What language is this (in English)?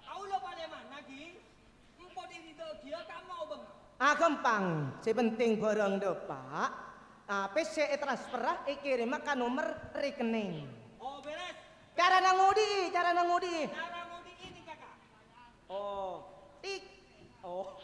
Madurese